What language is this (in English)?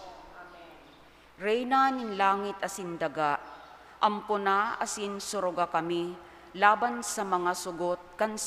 Bikol